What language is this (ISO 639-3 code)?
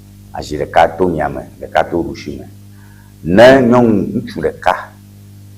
ewe